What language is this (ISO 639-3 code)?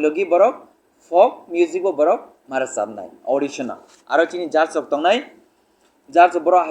trp